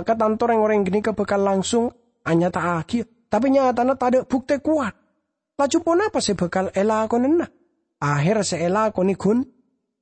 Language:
Madurese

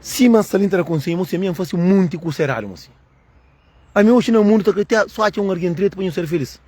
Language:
Kabuverdianu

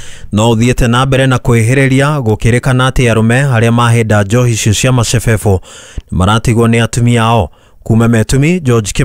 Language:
Kikuyu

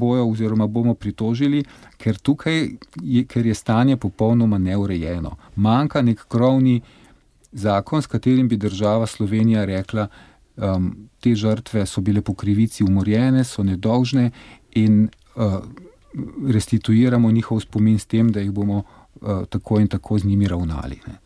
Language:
Slovenian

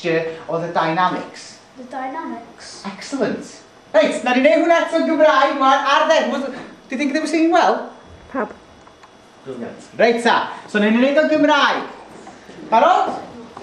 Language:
Welsh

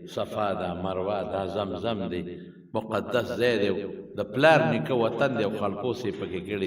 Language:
Pashto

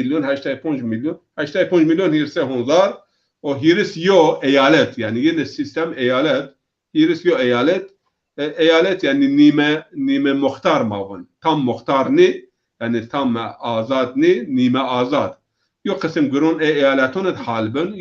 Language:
Zaza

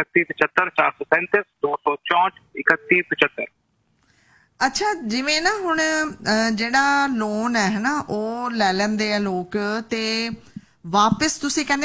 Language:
Punjabi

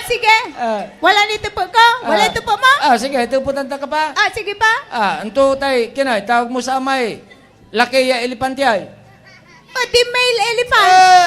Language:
Pangasinan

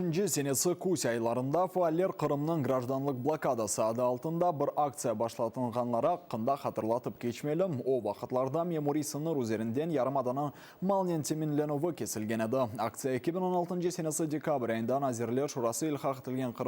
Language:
Crimean Tatar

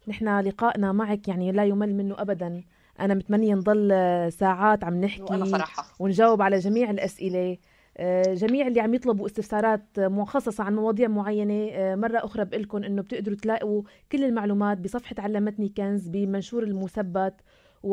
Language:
North Levantine Arabic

